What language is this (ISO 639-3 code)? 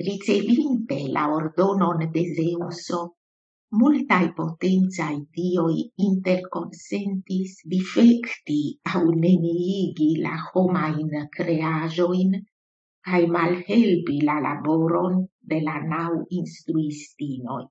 epo